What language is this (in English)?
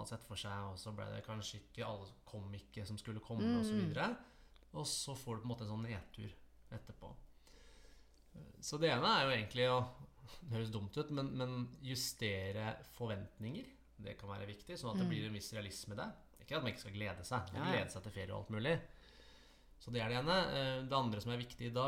Norwegian